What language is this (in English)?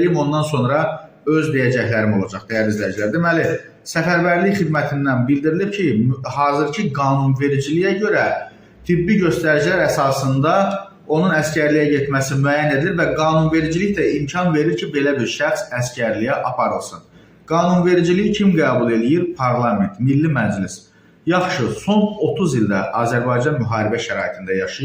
Azerbaijani